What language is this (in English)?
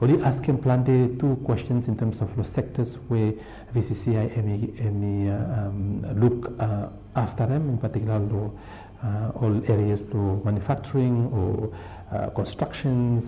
Bislama